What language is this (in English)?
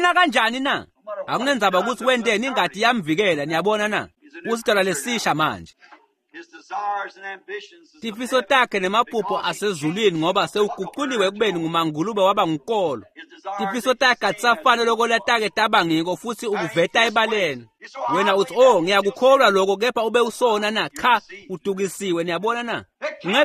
Swati